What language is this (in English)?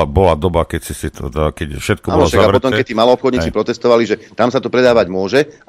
Slovak